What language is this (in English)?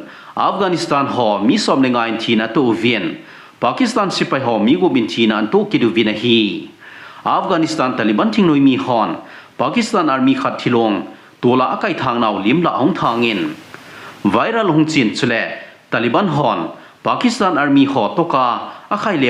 Thado Chin